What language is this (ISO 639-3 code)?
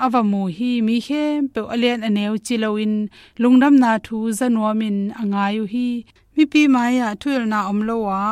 ctd